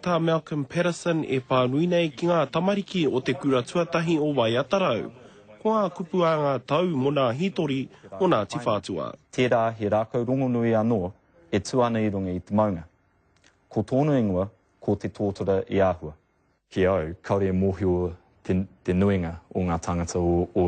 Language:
Māori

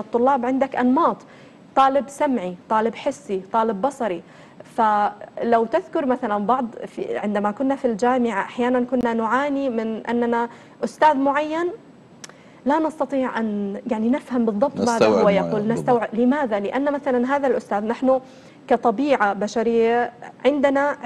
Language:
Arabic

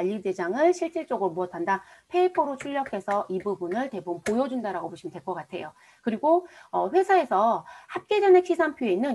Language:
Korean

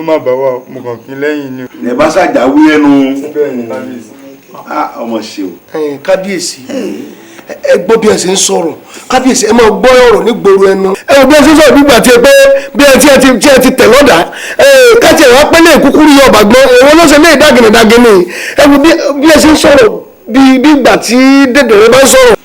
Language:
Yoruba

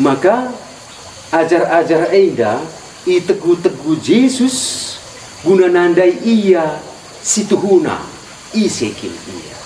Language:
Batak Karo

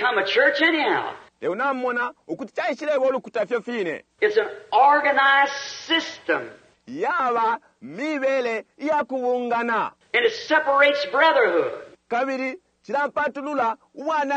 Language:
Bemba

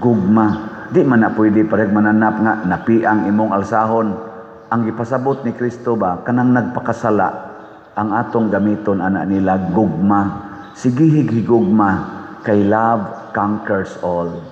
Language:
Cebuano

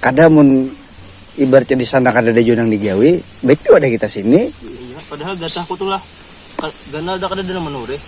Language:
Banjar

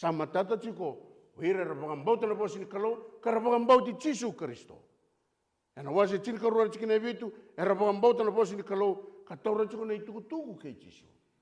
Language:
Fijian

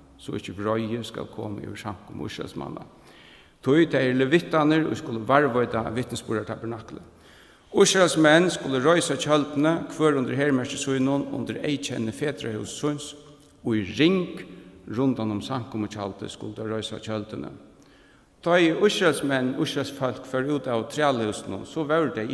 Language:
Faroese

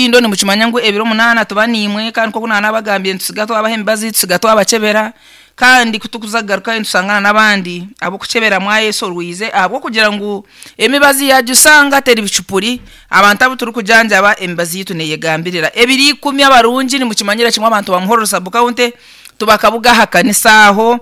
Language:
Nyankole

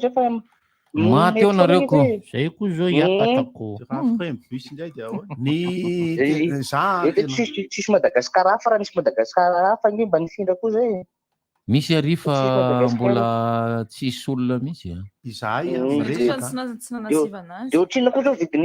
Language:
Malagasy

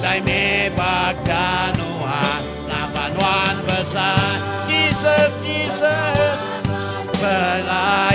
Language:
Iban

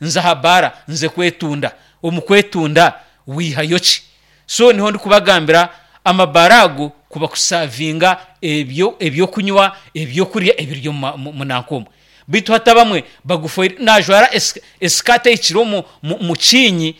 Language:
Nyankole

